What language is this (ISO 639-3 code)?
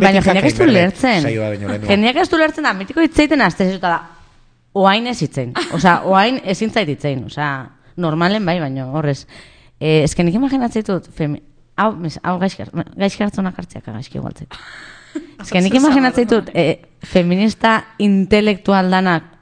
eus